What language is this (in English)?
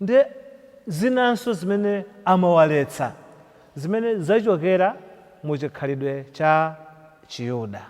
Nyanja